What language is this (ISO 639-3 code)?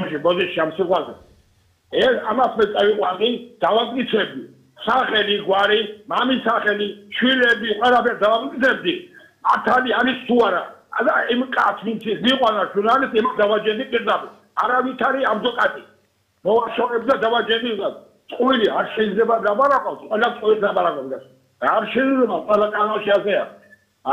kat